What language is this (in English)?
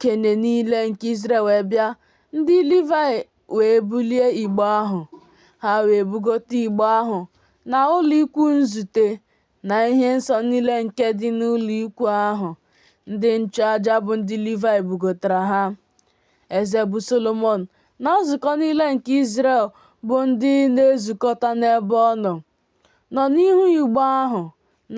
Igbo